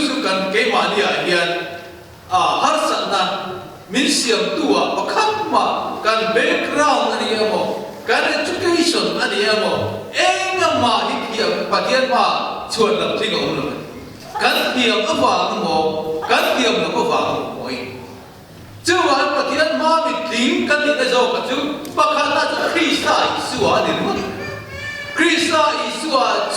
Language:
Mizo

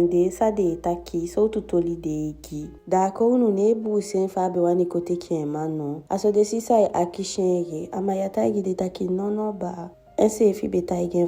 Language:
Eastern Maroon Creole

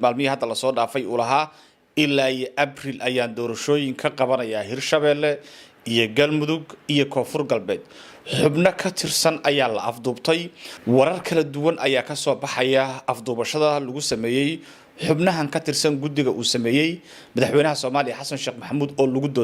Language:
Somali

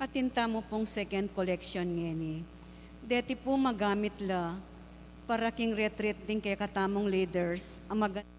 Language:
Pampanga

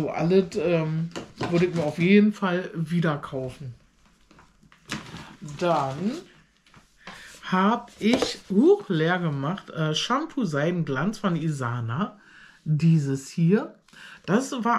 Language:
German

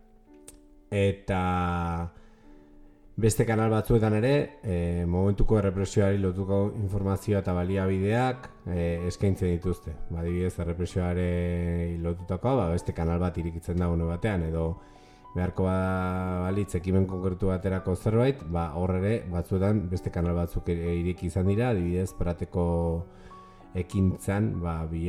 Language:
Basque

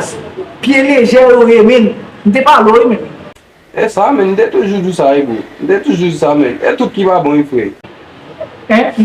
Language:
Haitian Creole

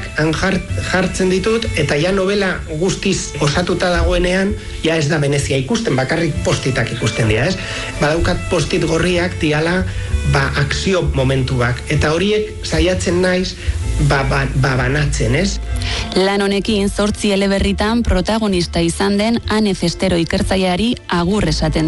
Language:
Basque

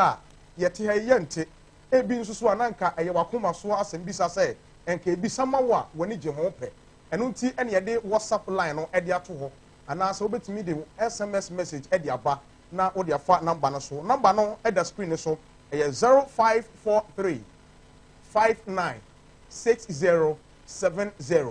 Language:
Akan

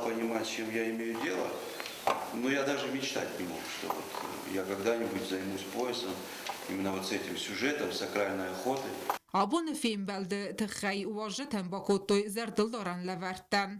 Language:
Ossetic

